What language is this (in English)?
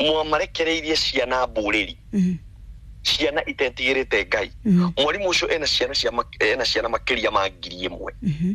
Kikuyu